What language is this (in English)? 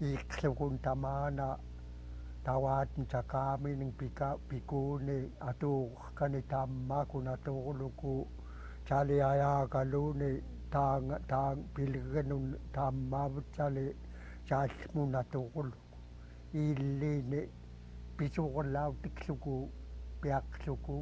Central Yupik